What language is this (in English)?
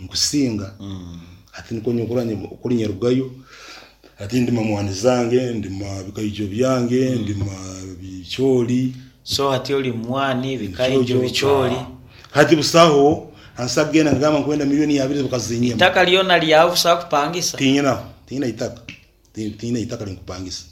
Nyankole